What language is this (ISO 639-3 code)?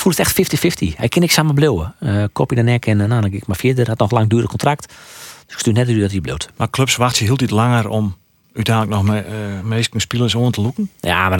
fry